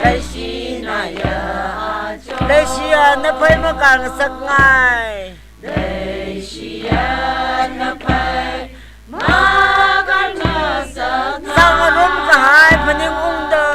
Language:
Tangkhul Naga (India)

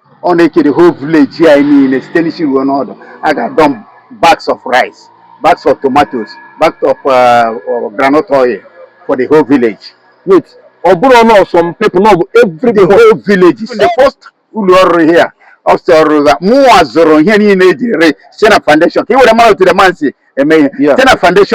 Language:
Igbo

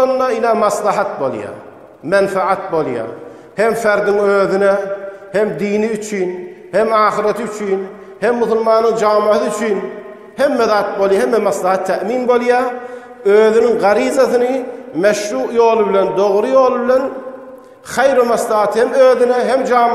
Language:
Turkmen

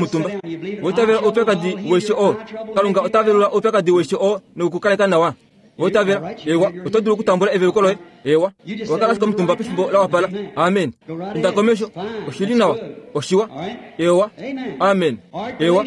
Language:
Kuanyama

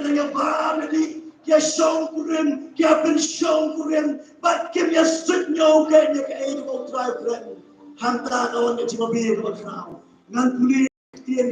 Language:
Khasi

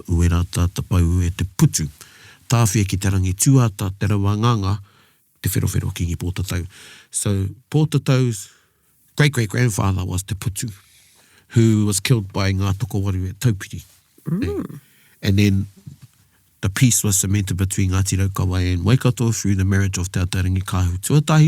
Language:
Māori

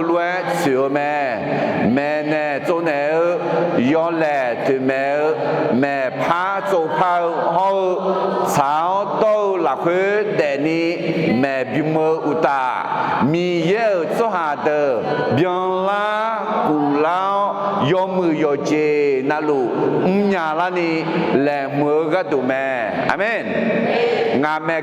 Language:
Akha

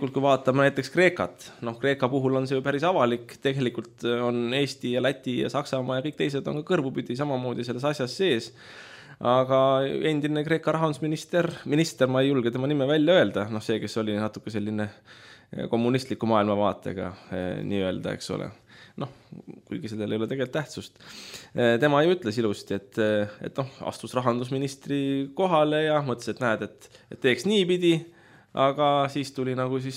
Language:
Estonian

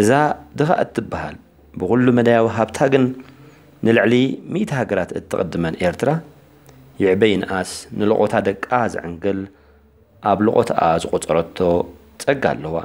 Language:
Tigrinya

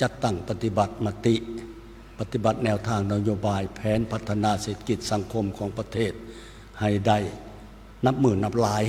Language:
Lao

